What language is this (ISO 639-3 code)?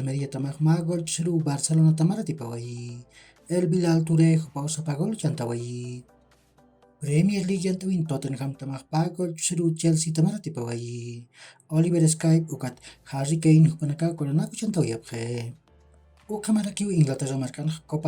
aym